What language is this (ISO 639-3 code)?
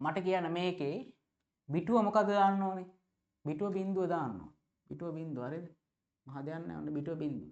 sin